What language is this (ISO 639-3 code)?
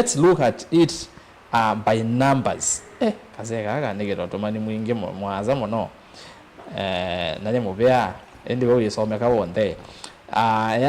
kam